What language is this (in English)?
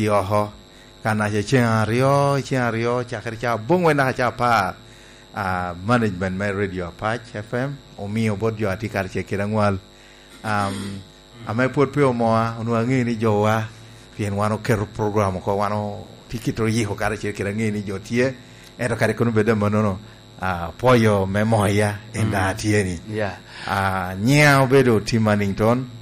Lango (Uganda)